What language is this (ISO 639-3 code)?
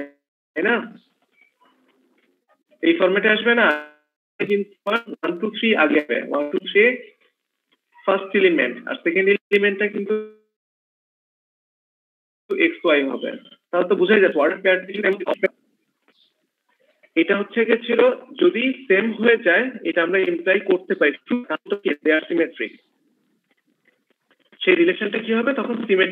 ben